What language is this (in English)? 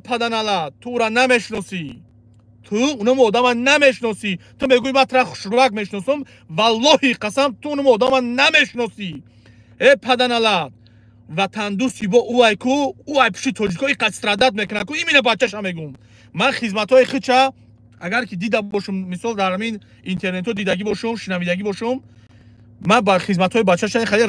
Tajik